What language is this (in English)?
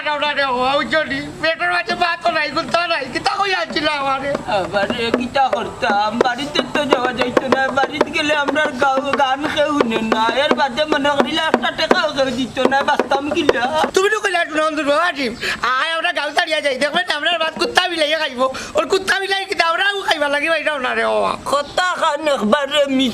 Sylheti